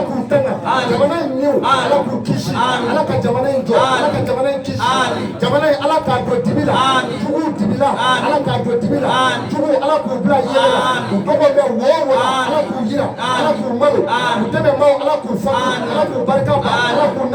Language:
Bambara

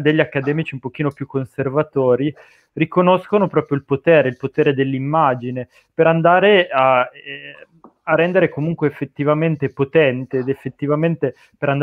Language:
Italian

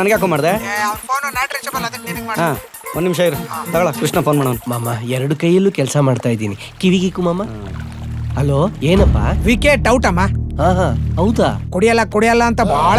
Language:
Kannada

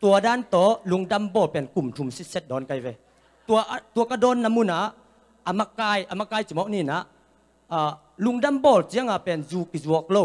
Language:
Tedim Chin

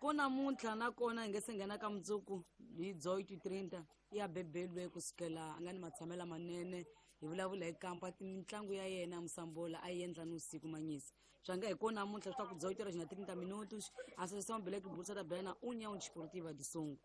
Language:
Tsonga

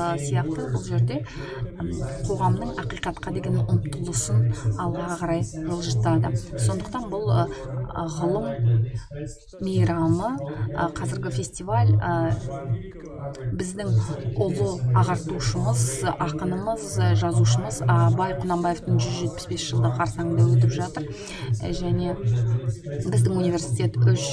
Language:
Kazakh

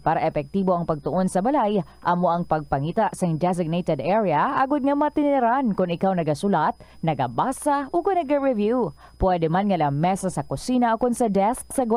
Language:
Hiligaynon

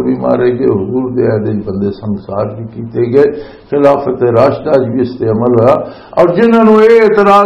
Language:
Western Panjabi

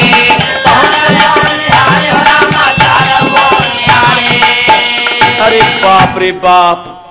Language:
Bhojpuri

